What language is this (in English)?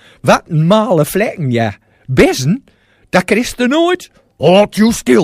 Gronings